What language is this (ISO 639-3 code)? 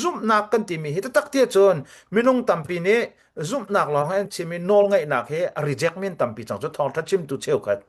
cnh